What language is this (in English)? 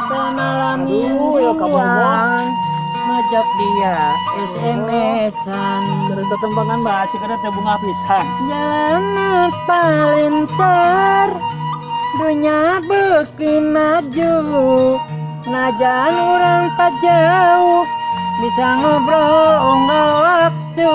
Sundanese